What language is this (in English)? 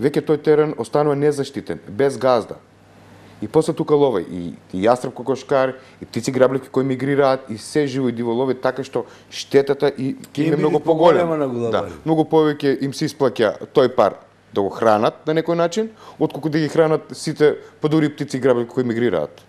Macedonian